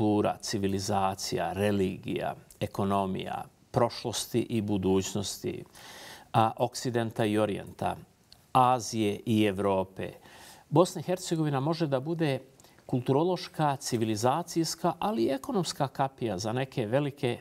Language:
Bosnian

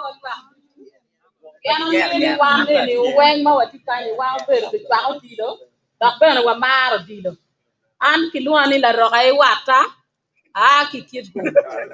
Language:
Acoli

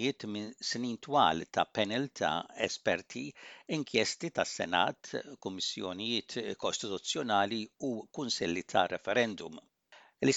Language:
Maltese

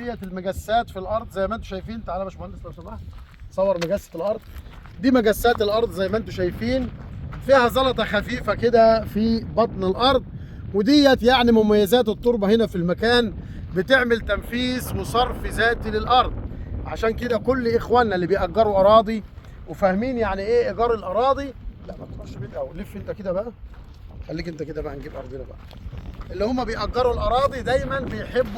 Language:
Egyptian Arabic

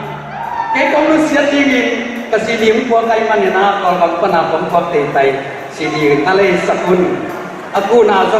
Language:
Tedim Chin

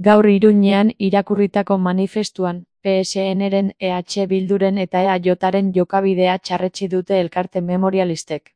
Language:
Basque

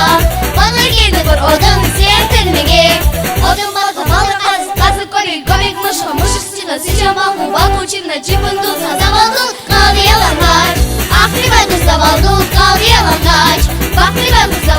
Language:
Crimean Tatar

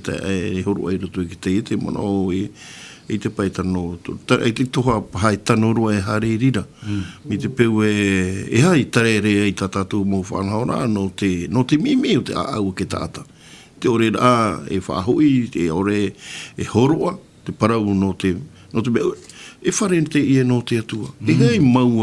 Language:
Tahitian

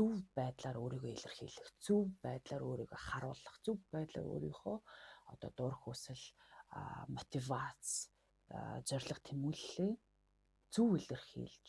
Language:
Mongolian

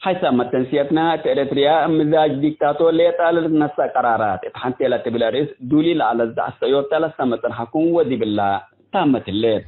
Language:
Tigre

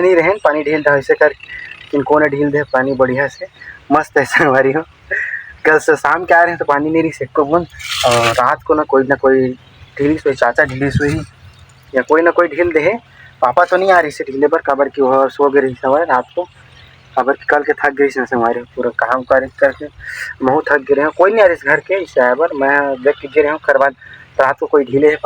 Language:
Chhattisgarhi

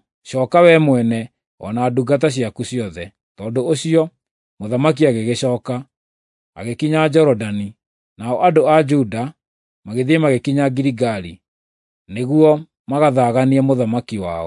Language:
Kikuyu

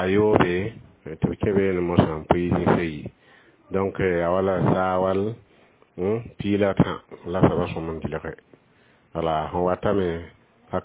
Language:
Mossi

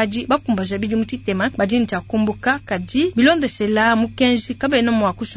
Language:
Luba-Lulua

